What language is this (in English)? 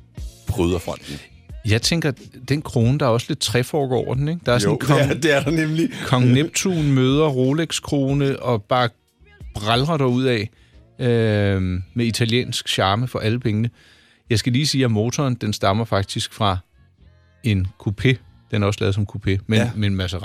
Danish